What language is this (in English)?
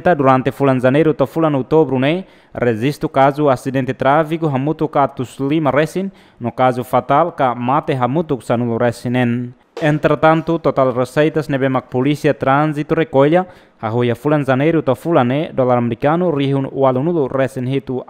Tetum